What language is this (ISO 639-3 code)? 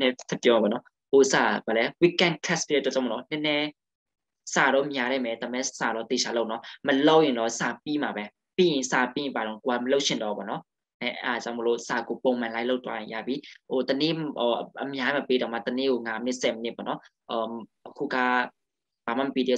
mya